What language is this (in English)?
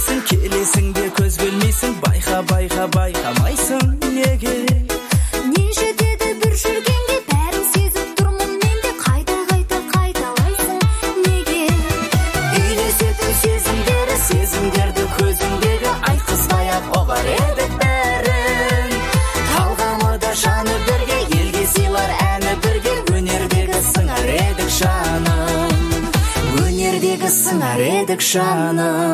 Kazakh